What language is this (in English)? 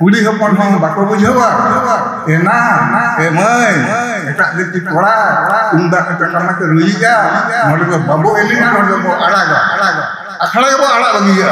Santali